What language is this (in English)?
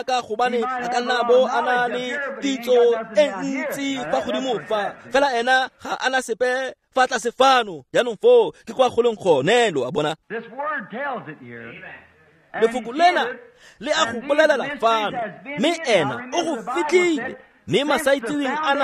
Tswana